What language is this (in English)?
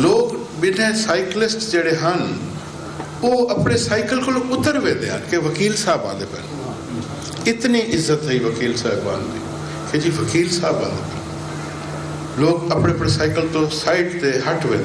Saraiki